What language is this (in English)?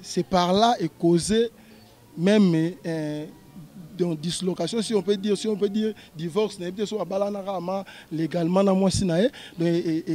Lingala